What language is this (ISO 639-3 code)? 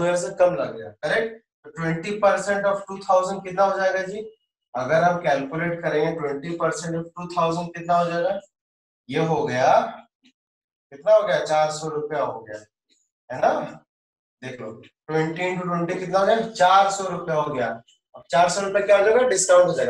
hin